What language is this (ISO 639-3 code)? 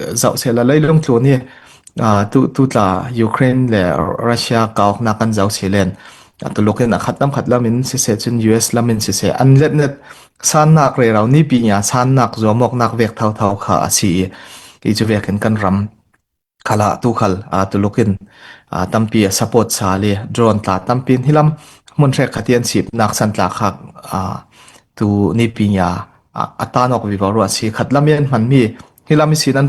cfm